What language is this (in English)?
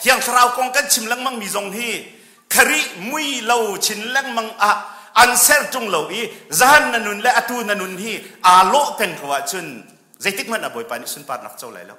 Hakha Chin